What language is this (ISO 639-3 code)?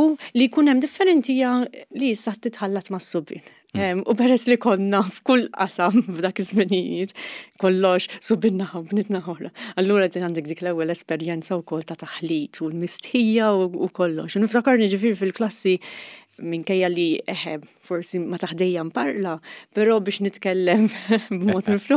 mlt